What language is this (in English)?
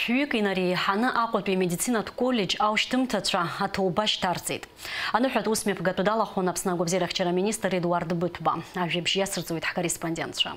Abkhazian